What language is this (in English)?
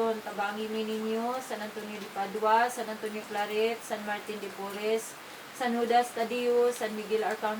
Cebuano